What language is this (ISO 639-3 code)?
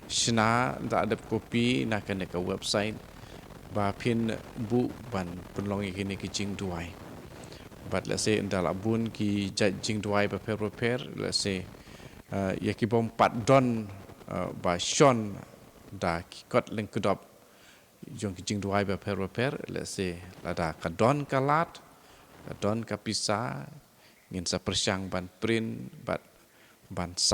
kha